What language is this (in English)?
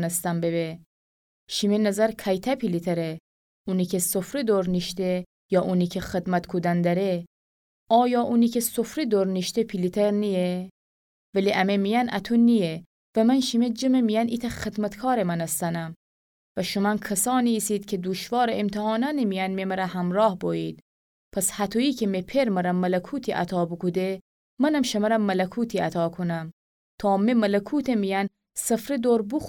Gilaki